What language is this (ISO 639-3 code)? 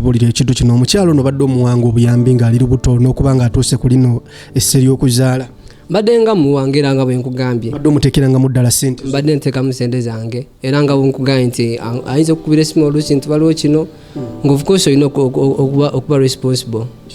lug